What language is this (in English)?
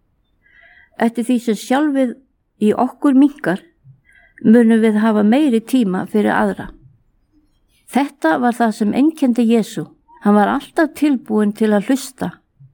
Icelandic